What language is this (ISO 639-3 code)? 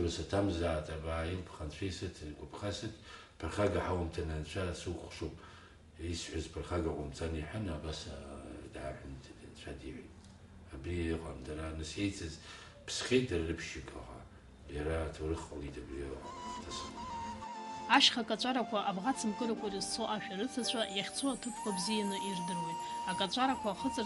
abk